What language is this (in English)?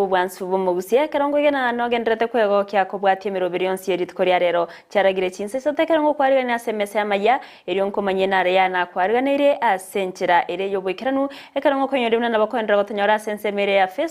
Gusii